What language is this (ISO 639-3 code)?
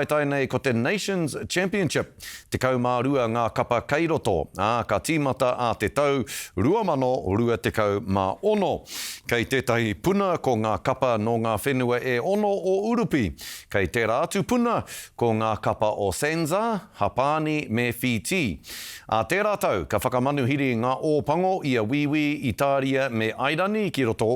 mri